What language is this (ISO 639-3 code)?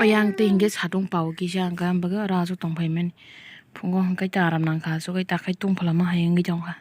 trp